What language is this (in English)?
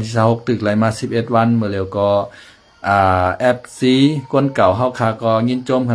Shan